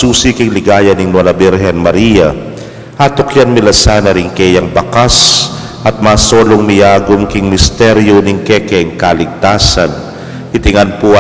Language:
Pampanga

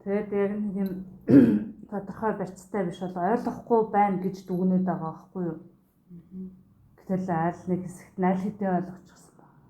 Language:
Mongolian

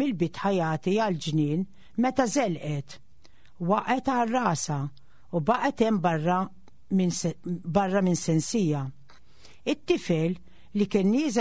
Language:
Maltese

